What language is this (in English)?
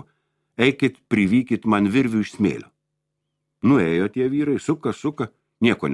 Lithuanian